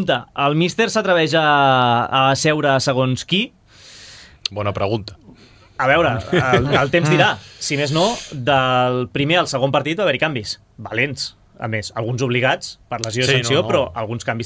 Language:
Catalan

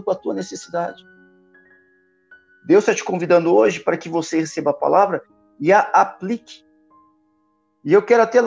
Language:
Portuguese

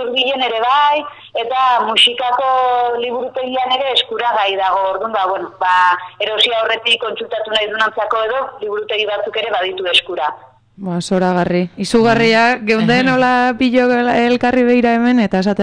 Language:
Basque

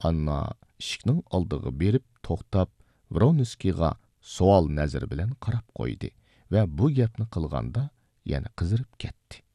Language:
Uyghur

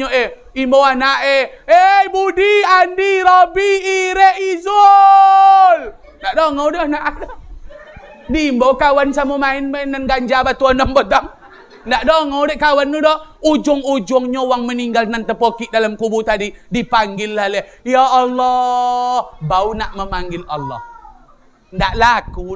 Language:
Minangkabau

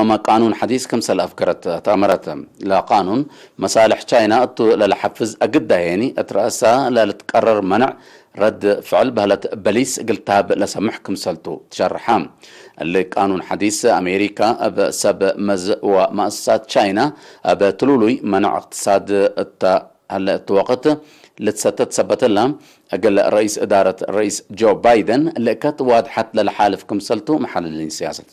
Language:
Tigre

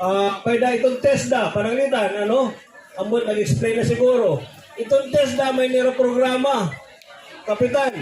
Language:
Waray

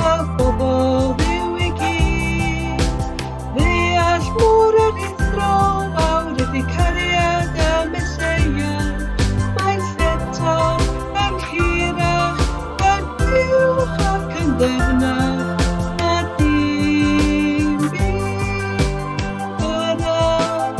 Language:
Welsh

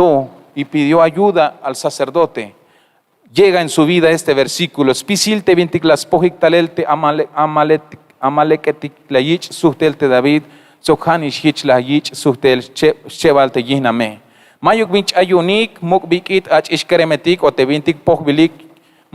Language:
Tzeltal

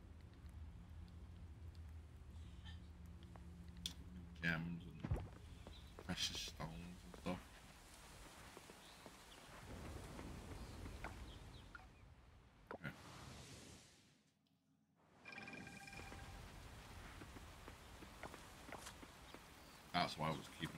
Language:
English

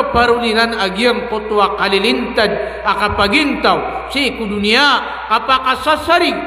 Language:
Maranao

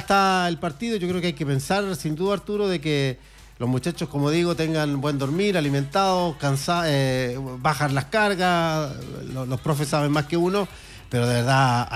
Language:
Spanish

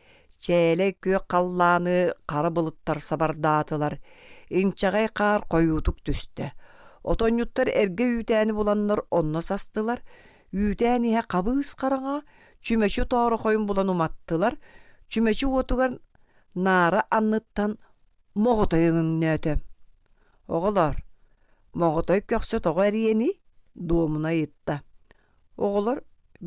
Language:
Yakut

